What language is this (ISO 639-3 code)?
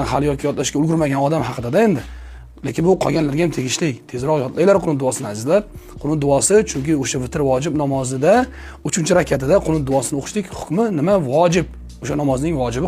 uzb